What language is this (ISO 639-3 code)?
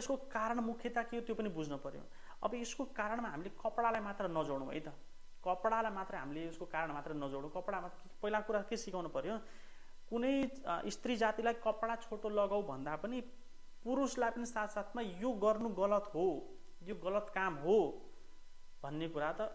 nep